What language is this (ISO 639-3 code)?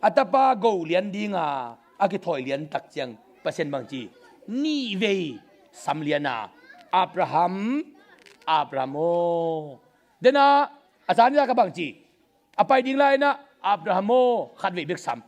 ctd